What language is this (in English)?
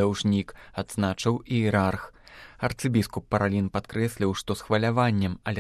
Belarusian